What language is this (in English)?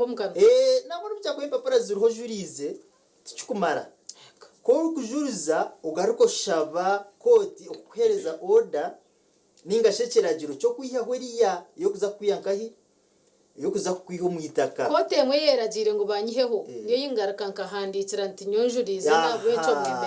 Nyankole